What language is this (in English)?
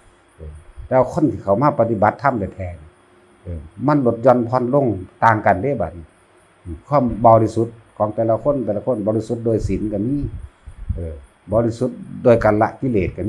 Northeastern Thai